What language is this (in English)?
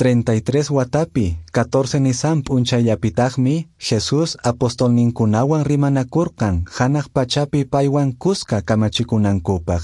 Quechua